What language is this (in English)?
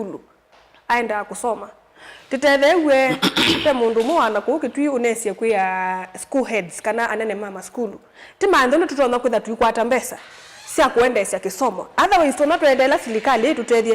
Kamba